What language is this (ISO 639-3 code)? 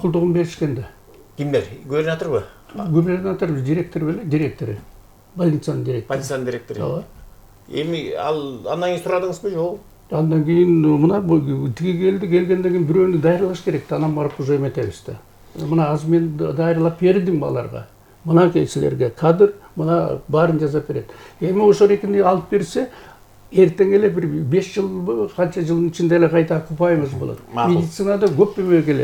kir